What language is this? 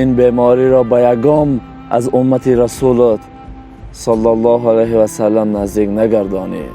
Tajik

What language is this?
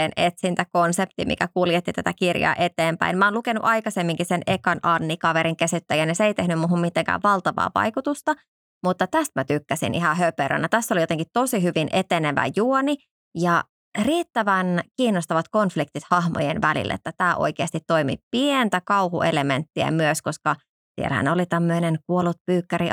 Finnish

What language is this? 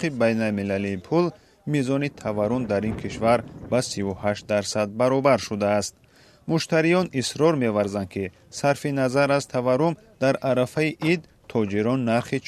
Tajik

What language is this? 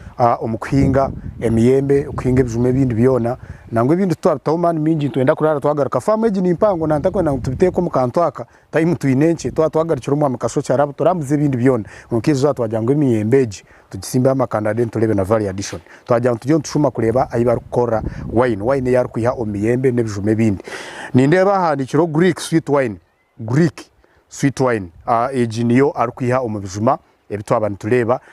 Nyankole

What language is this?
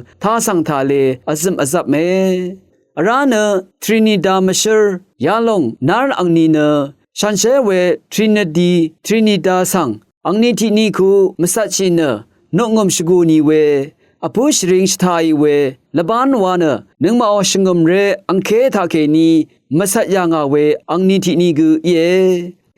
Rawang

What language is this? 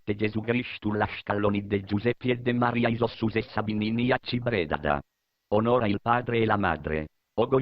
Sardinian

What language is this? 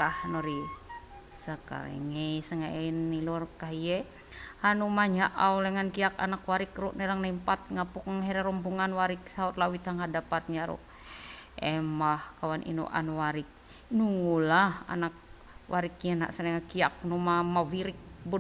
Ma'anyan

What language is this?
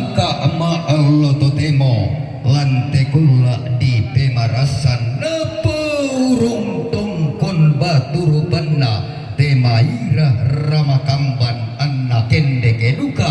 Toraja-Sa'dan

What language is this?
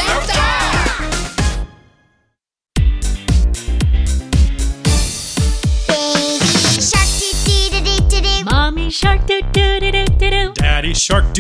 Thai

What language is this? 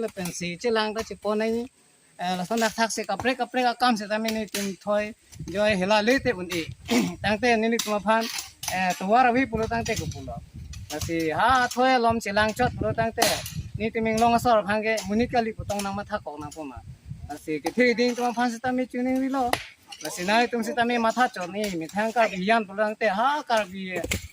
Karbi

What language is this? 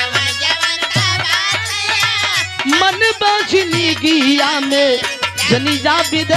Bhojpuri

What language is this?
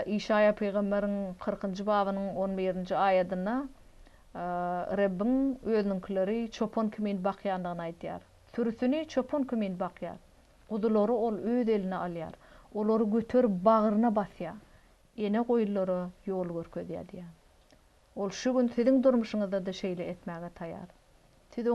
Turkmen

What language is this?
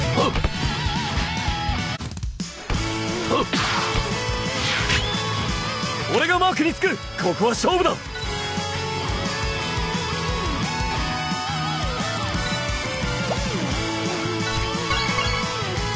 Japanese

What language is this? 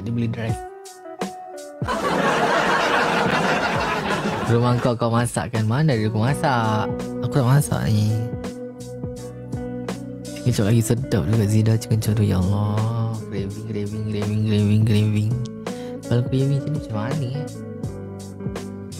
Malay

